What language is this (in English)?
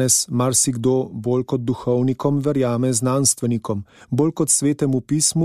Slovenian